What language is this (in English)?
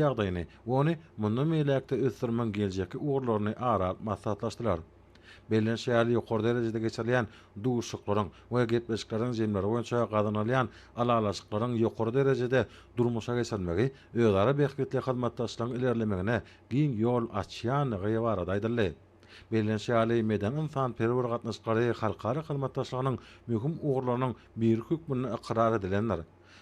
Turkmen